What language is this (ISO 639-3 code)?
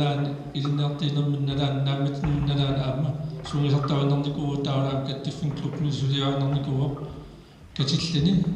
kal